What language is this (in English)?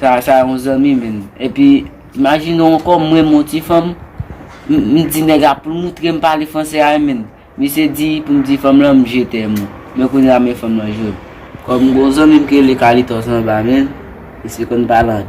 Haitian Creole